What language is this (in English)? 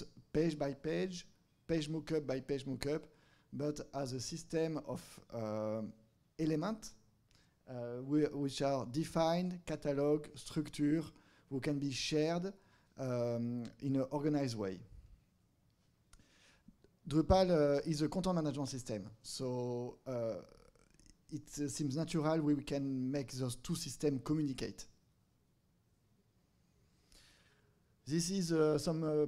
English